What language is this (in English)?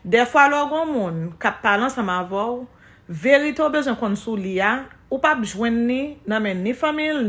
Haitian Creole